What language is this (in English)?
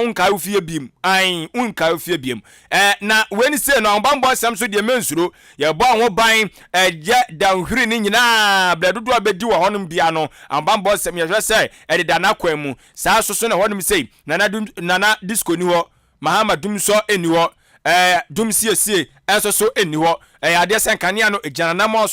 Akan